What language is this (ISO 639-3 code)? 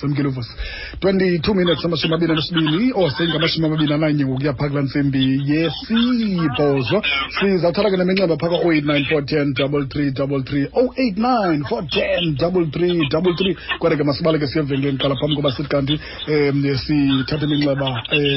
xho